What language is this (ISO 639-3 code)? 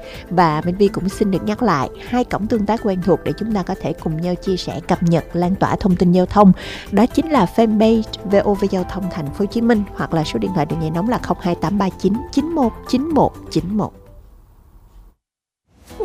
vie